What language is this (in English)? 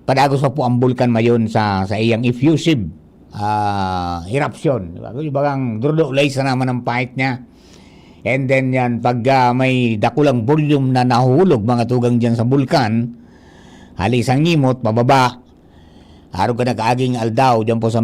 Bikol